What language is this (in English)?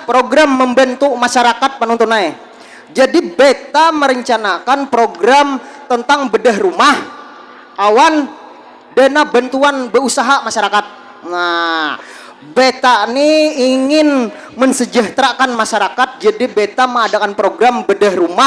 Banjar